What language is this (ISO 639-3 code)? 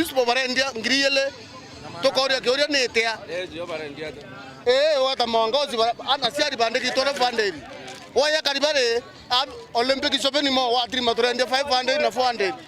mer